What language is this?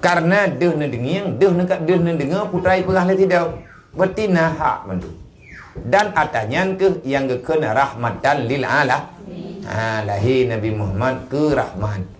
Achinese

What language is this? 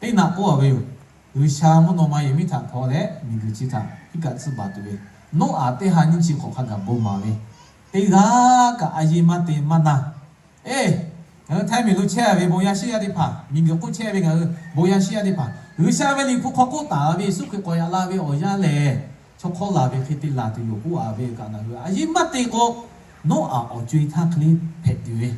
Lahu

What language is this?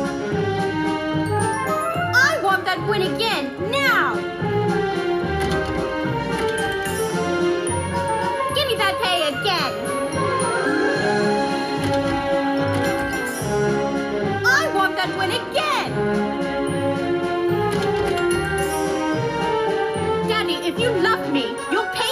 English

